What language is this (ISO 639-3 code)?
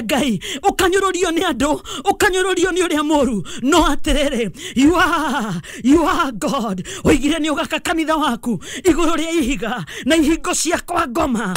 kik